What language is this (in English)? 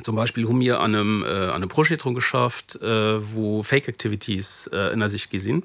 Luxembourgish